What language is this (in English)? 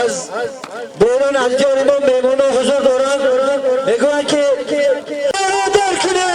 Tajik